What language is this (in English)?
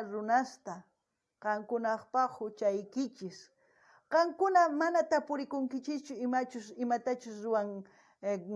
South Bolivian Quechua